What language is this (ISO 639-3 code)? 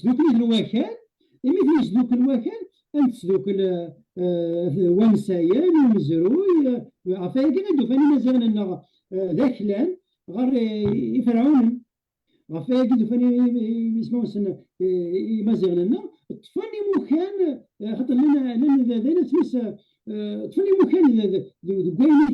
kab